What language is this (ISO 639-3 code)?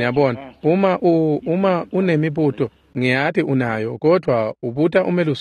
ssw